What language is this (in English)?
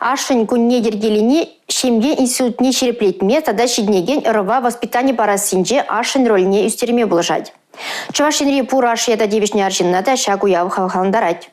Chuvash